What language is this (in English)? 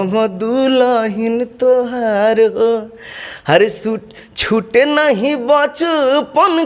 Bhojpuri